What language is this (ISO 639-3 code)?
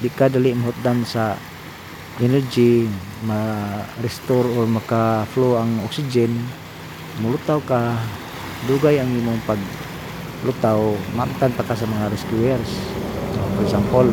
ceb